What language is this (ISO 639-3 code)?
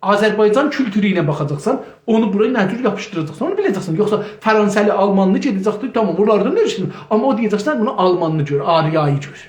azb